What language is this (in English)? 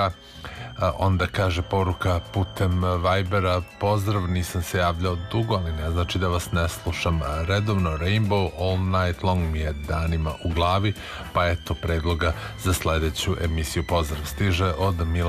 Serbian